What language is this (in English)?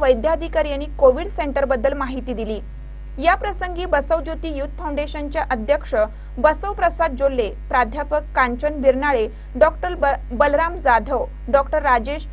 Marathi